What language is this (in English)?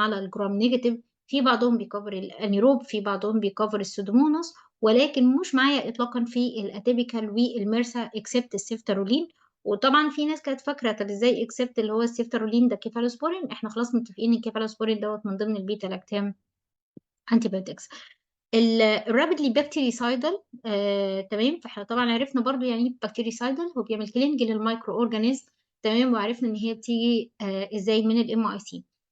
Egyptian Arabic